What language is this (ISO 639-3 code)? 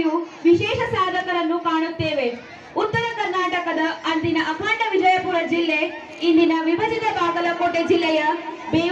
kan